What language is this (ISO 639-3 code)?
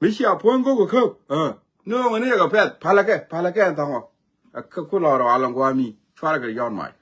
nus